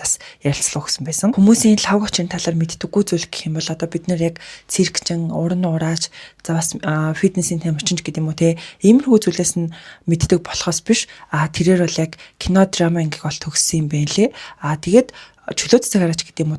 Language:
Mongolian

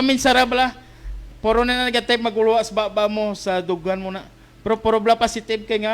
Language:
Hiligaynon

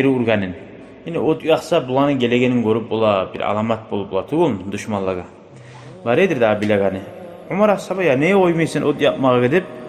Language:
Kumyk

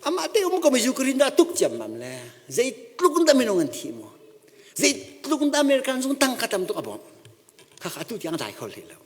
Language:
Hakha Chin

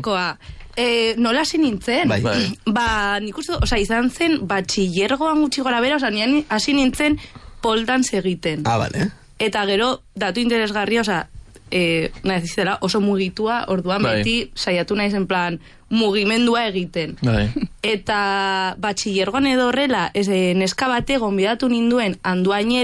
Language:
Basque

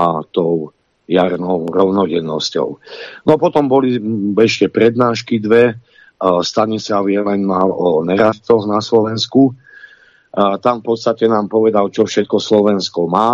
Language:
Slovak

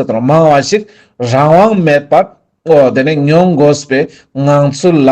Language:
Ladakhi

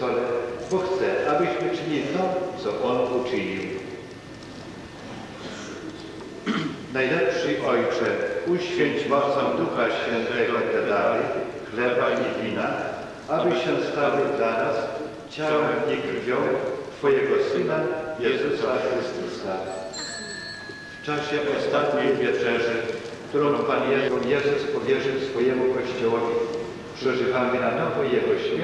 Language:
Polish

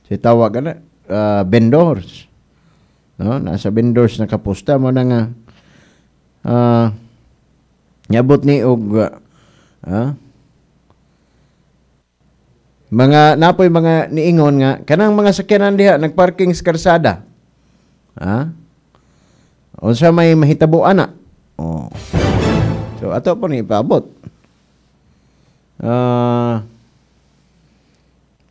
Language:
Cebuano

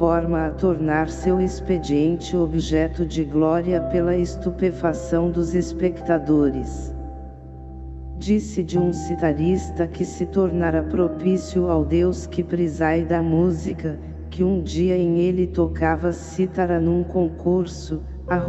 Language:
Portuguese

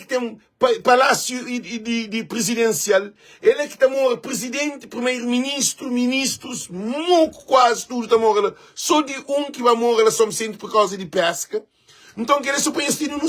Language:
Kabuverdianu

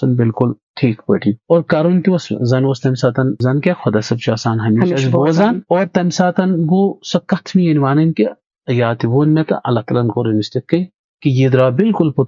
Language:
Kashmiri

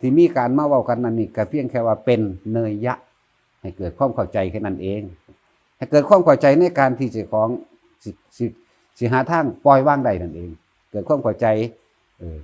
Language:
Northeastern Thai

